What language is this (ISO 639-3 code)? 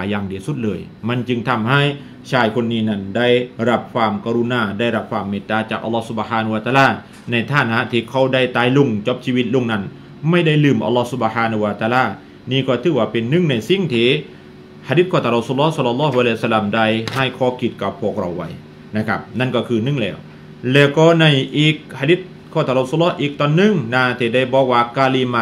tha